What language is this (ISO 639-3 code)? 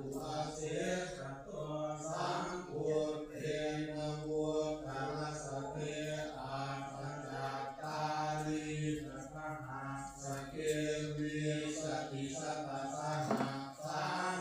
pli